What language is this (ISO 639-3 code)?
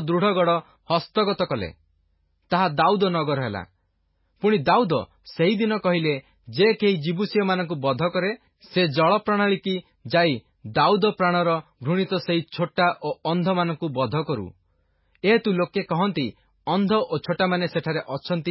ori